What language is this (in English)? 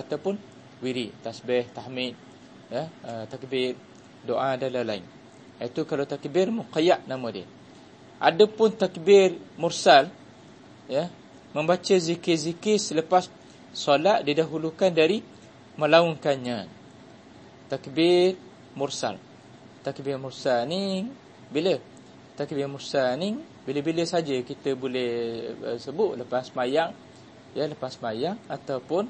Malay